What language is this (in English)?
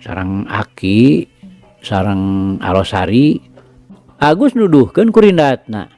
Sundanese